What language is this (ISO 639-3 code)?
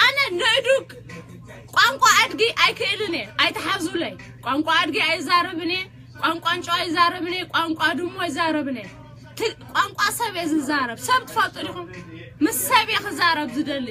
tir